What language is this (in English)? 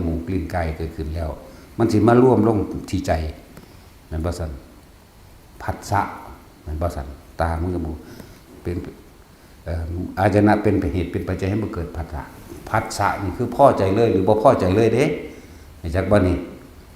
Northeastern Thai